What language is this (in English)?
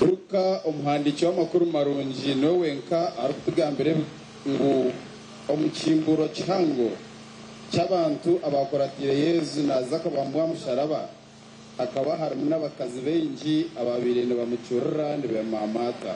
Nyankole